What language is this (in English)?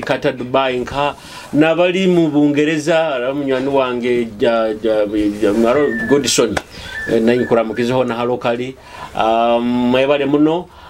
Nyoro